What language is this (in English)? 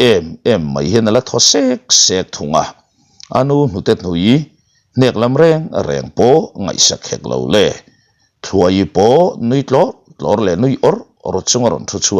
Mizo